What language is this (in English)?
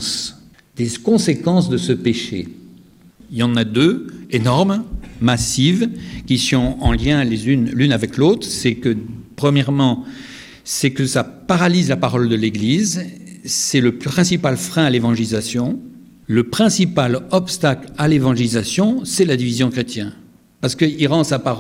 French